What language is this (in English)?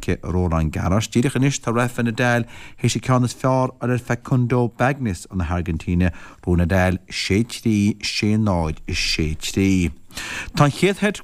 Irish